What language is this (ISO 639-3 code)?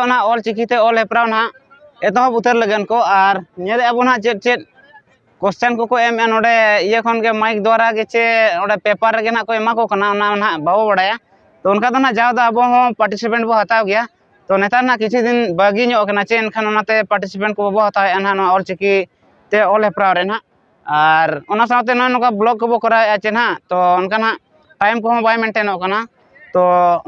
sat